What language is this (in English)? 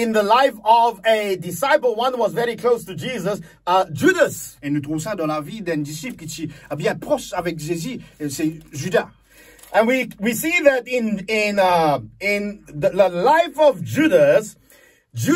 Morisyen